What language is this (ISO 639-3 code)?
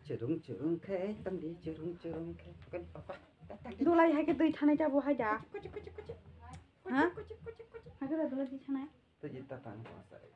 trp